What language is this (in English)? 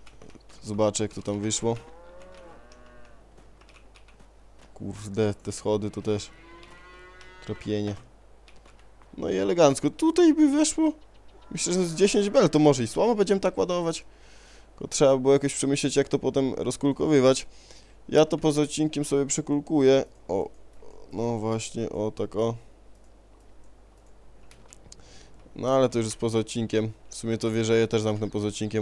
Polish